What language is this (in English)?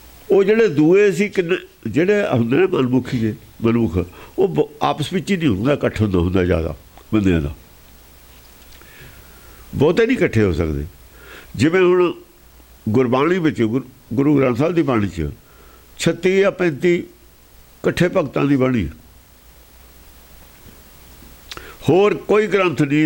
Punjabi